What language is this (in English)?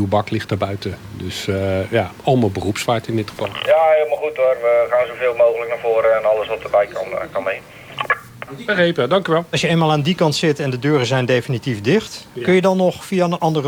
Dutch